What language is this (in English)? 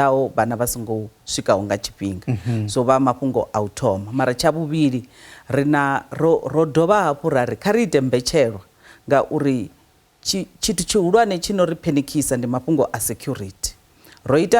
Venda